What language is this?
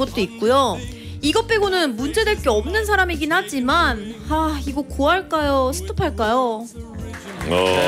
Korean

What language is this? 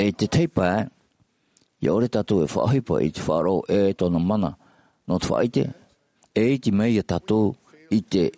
Tahitian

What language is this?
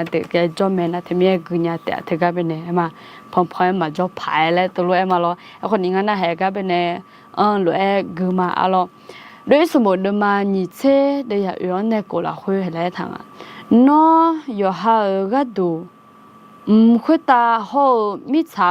Akha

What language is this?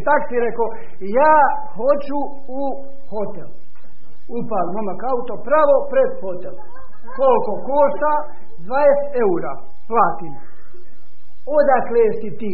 Croatian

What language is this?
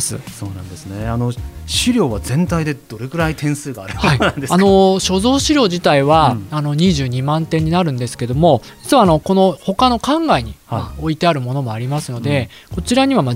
Japanese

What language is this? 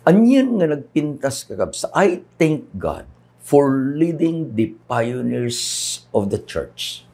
Iloko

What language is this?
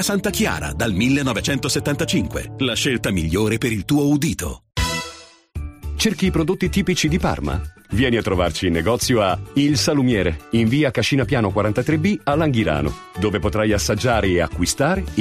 Italian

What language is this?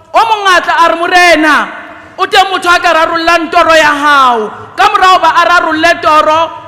Southern Sotho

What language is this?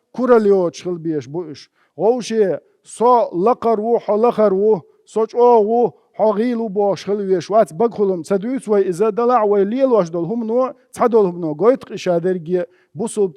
Chechen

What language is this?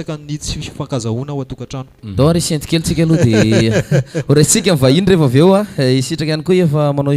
Malagasy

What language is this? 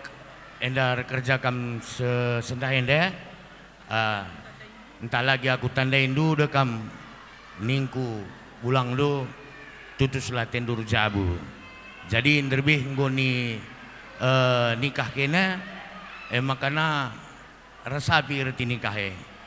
Batak Karo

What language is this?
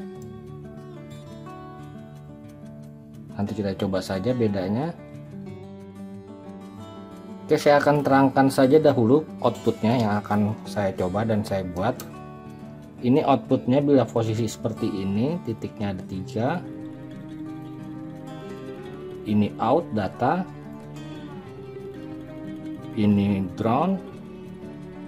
Indonesian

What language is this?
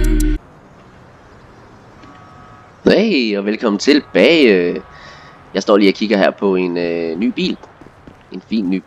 Danish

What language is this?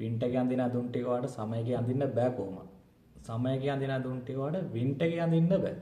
Sinhala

